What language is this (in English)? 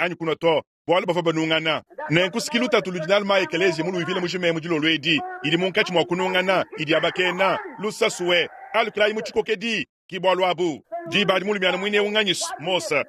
Luba-Lulua